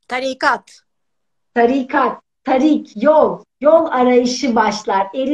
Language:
Turkish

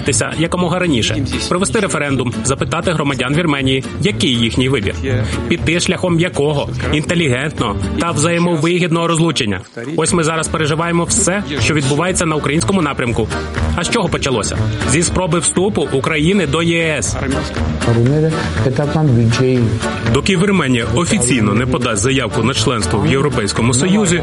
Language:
Ukrainian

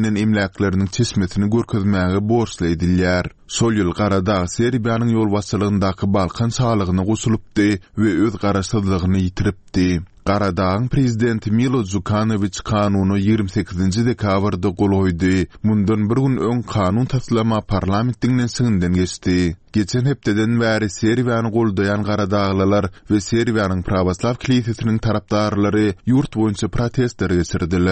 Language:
Turkmen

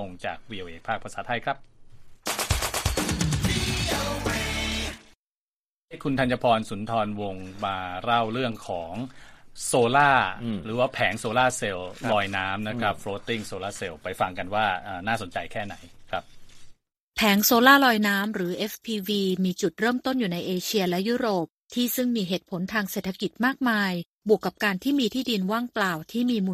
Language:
Thai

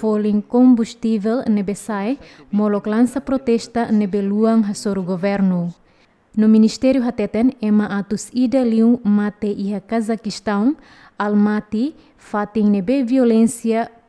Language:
Tetum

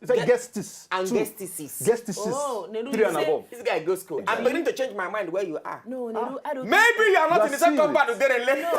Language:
Nigerian Pidgin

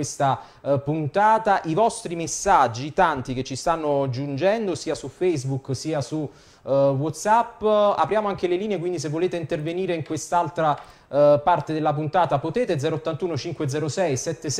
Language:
Italian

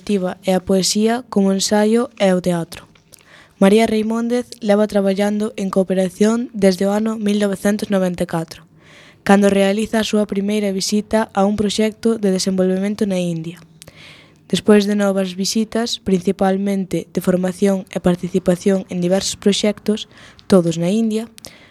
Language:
Galician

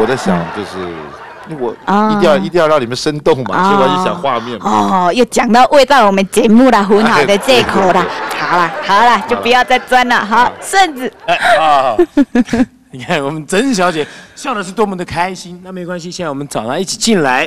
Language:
Chinese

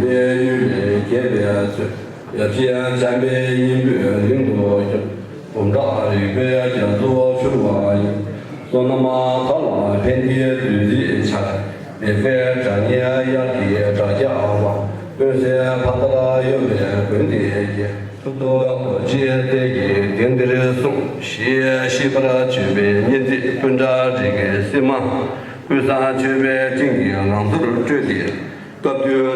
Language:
Tibetan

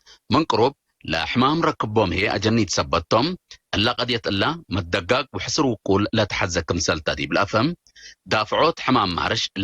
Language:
Tigre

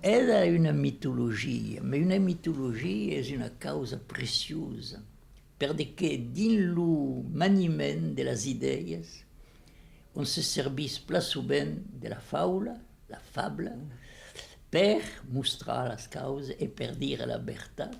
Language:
Occitan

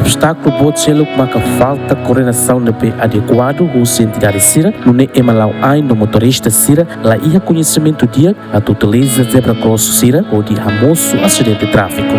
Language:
Tetum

